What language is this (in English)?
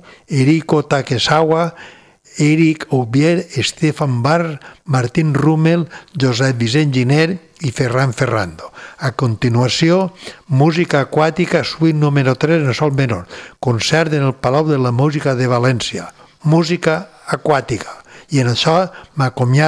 Catalan